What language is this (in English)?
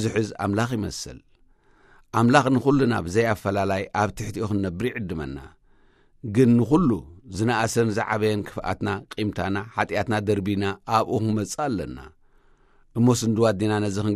Tigrinya